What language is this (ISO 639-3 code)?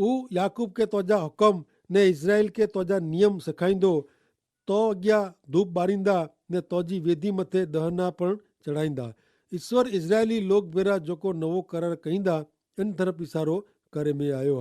kfr